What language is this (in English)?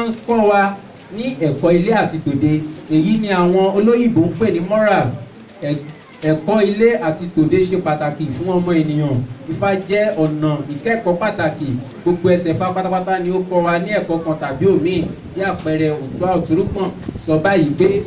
Yoruba